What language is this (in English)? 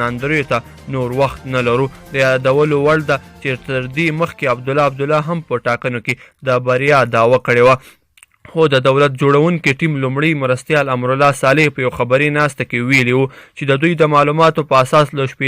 Pashto